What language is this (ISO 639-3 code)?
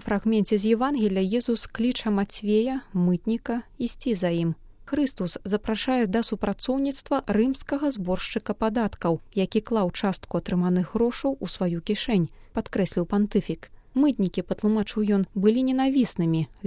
bel